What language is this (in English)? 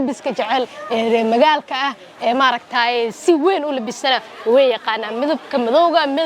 Somali